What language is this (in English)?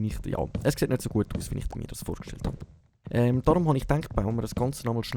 Swiss German